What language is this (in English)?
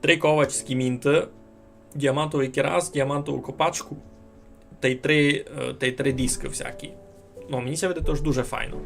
Rusyn